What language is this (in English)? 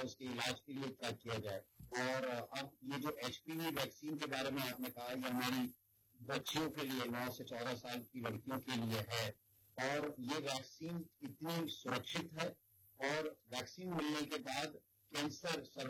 Hindi